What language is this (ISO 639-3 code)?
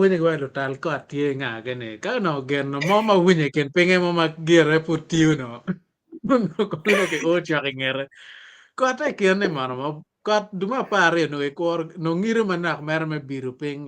ach